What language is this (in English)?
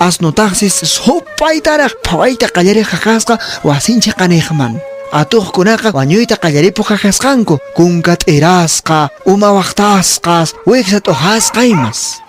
Quechua